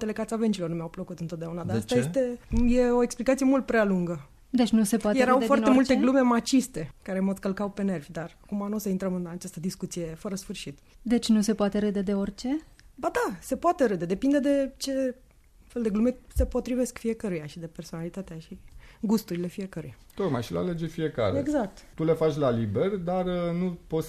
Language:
Romanian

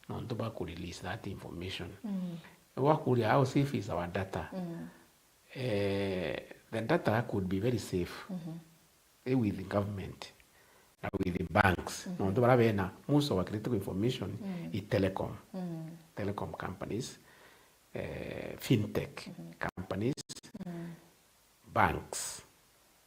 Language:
Meru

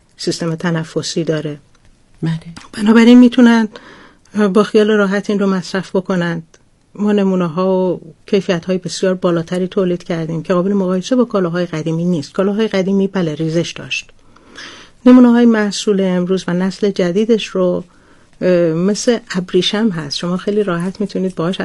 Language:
Persian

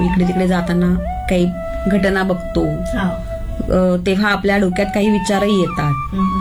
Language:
Marathi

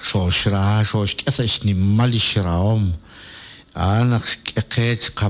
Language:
Kekchí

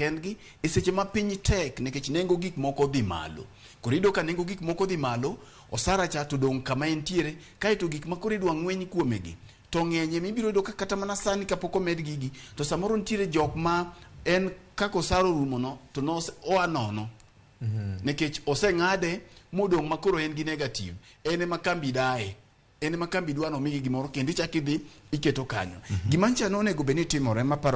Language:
Luo (Kenya and Tanzania)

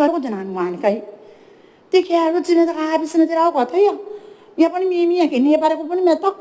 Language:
Gilbertese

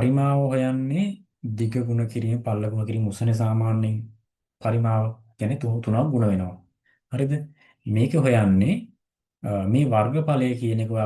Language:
Sinhala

